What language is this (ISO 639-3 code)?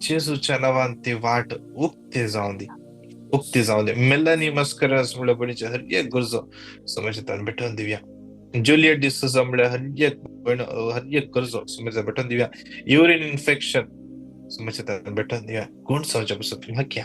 kok